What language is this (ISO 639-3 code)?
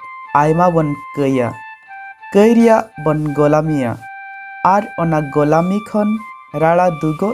sat